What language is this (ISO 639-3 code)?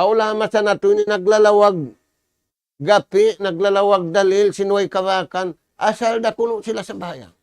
tsg